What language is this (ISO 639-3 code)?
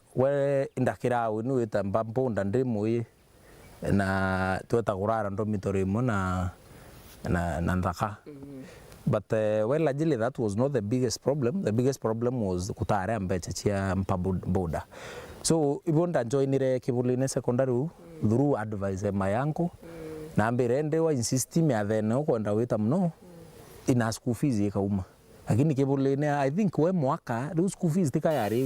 mer